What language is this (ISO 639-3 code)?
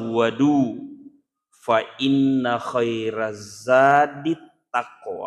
bug